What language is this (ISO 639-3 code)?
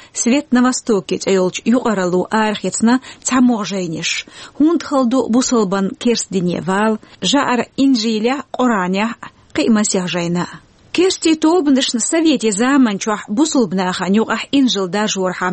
che